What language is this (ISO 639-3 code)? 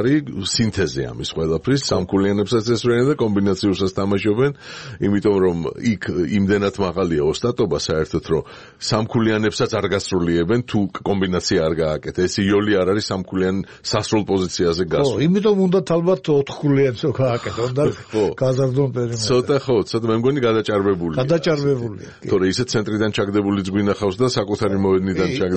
kat